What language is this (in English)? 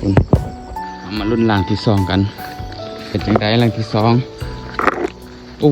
Lao